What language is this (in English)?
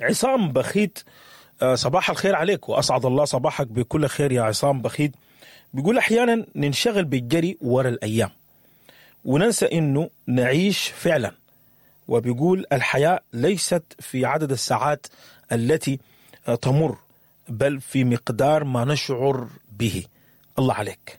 Sudanese Arabic